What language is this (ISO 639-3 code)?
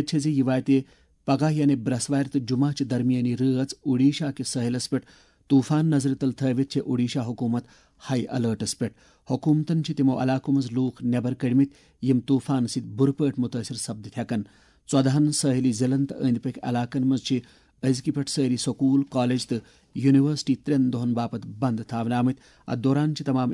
kas